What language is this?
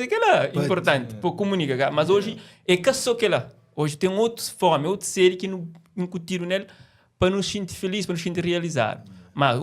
Kabuverdianu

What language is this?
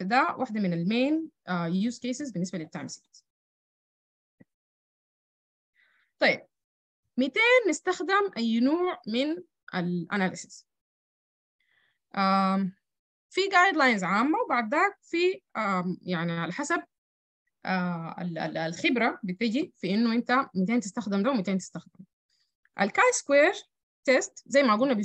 Sudanese Arabic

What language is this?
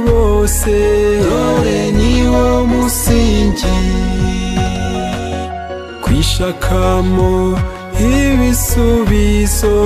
Kinyarwanda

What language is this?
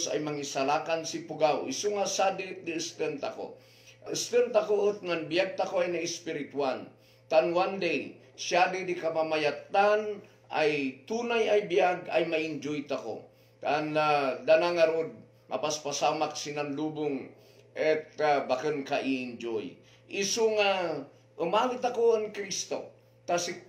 Kankanaey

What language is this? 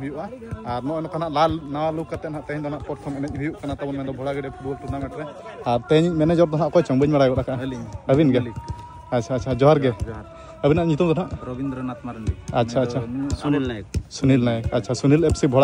Santali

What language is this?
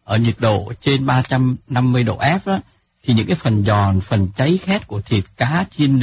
Vietnamese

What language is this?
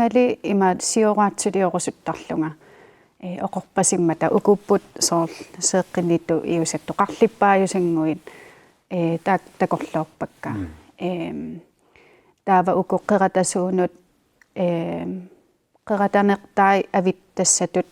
Kalaallisut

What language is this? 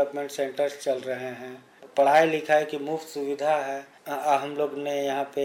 Hindi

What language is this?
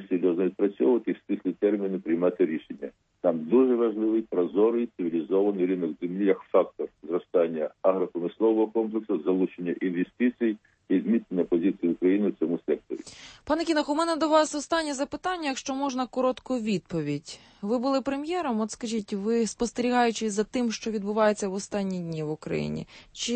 Ukrainian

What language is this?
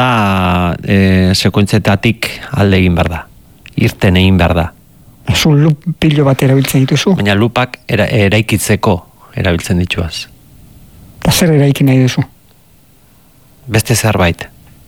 Basque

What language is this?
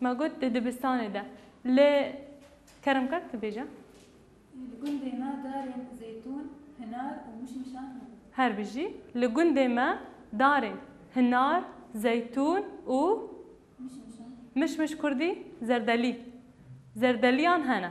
Kurdish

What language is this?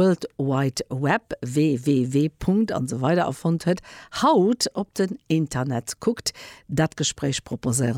Luxembourgish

